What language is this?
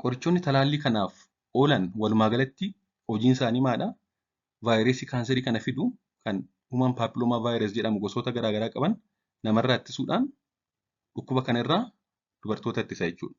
Oromo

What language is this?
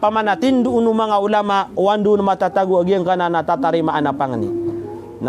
Maranao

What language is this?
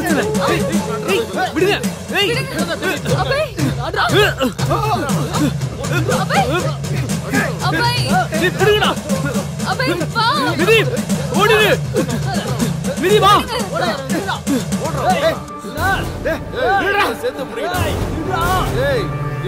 Tamil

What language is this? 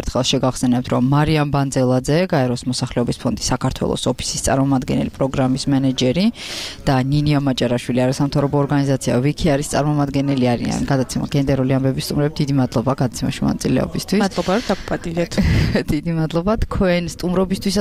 Georgian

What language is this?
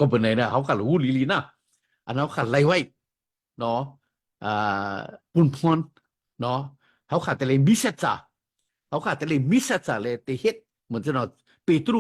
Shan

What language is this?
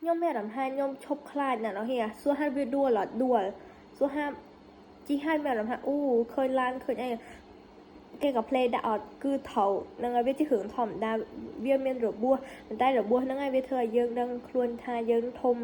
Khmer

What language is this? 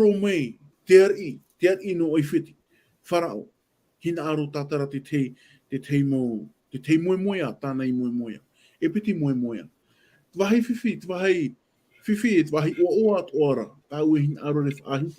Tahitian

